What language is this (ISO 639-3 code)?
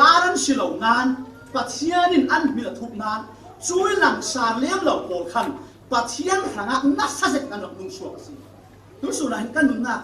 cfm